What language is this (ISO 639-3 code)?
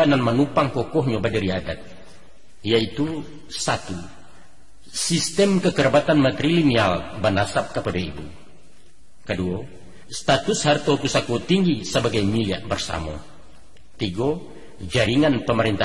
min